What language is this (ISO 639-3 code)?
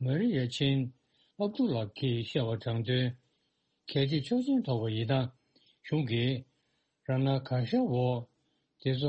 bod